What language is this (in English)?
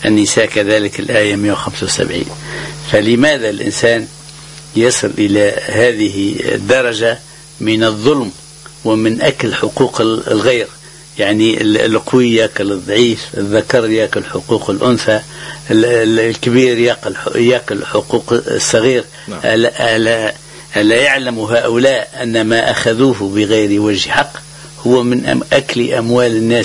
Tunisian Arabic